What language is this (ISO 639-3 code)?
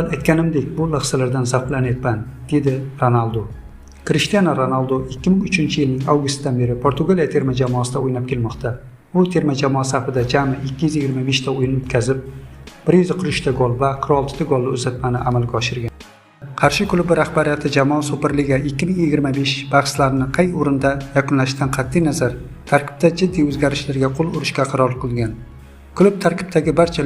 uzb